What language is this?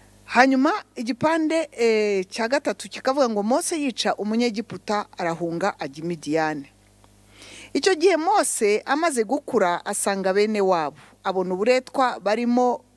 Kinyarwanda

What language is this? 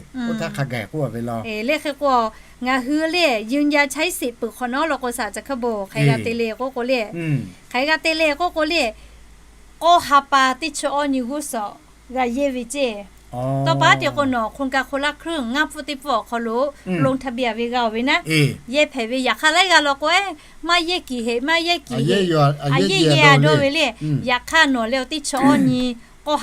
Lahu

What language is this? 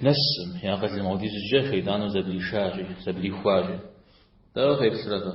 Kabardian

